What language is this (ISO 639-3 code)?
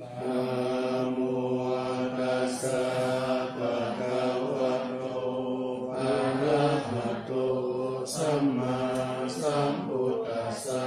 pli